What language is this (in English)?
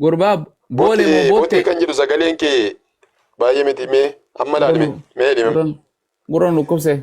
Oromo